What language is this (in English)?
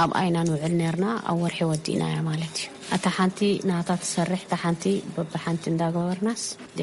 Tigrinya